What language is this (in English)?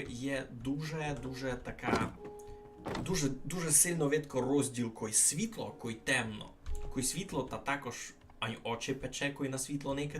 Rusyn